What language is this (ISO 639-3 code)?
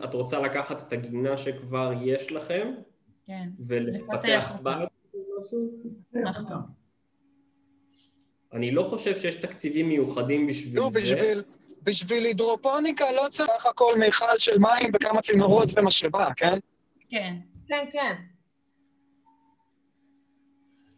heb